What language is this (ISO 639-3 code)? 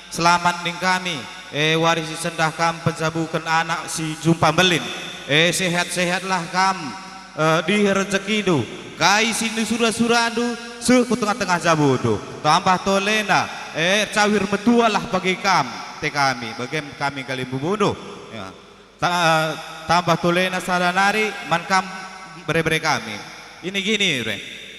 btx